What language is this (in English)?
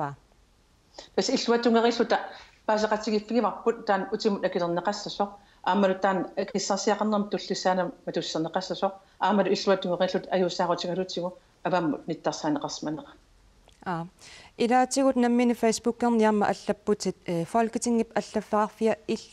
Kalaallisut